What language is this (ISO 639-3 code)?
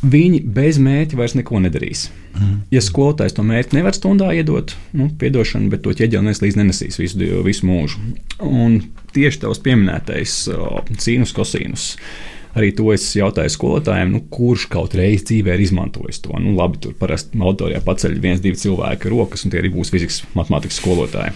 lav